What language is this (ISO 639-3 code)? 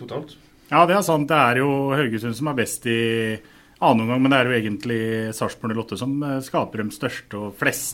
nor